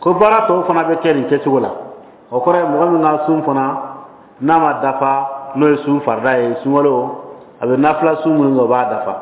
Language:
Dyula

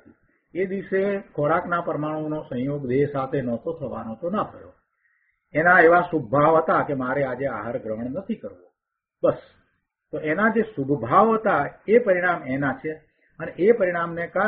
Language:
Gujarati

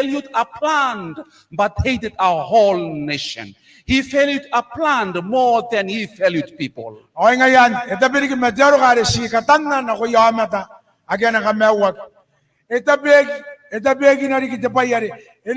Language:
Gilbertese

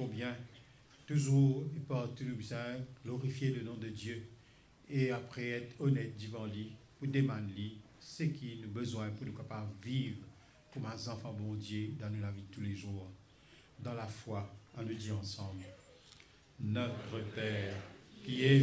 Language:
Morisyen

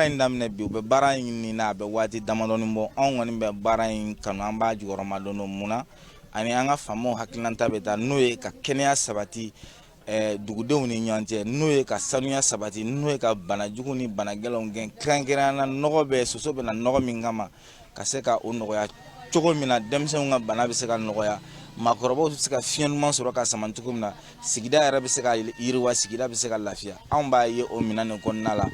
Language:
Bambara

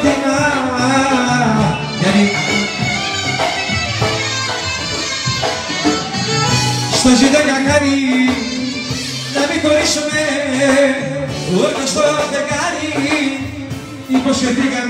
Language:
Greek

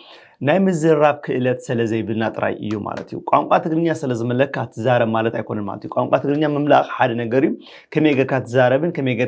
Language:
Tigrinya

